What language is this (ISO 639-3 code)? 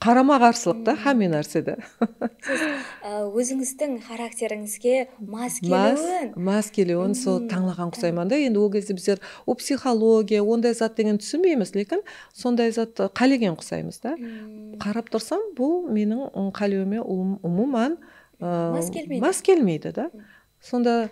kaa